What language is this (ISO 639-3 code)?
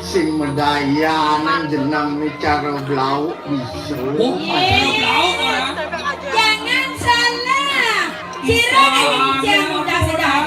ban